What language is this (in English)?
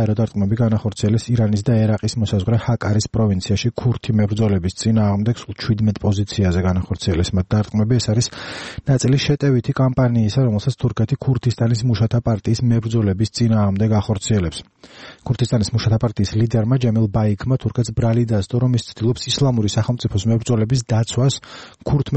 Georgian